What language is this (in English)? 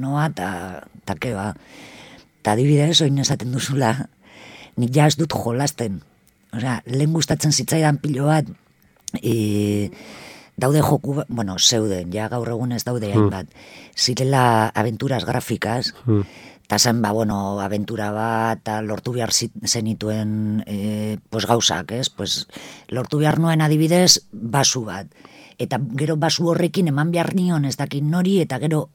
Basque